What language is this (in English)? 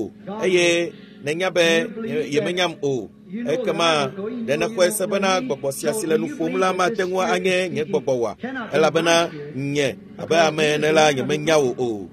Ewe